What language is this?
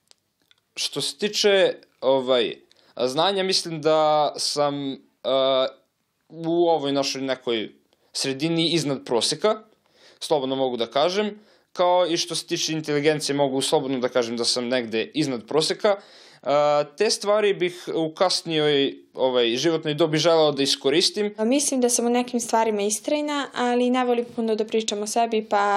Serbian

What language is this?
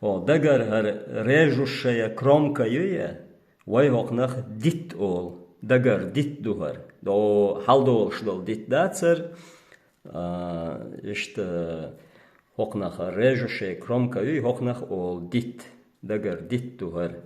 Chechen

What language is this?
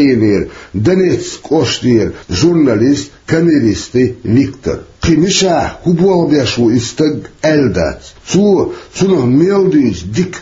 Chechen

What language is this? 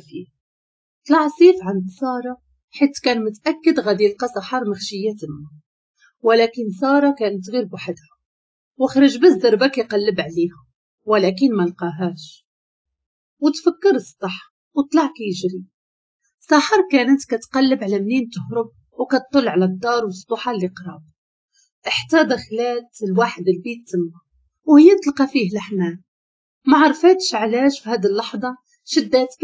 Moroccan Arabic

